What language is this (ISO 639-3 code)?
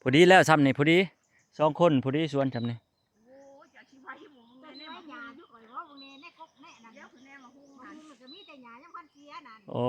lao